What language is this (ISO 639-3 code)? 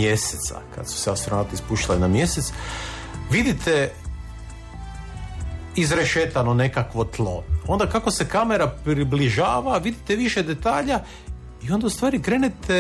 hrv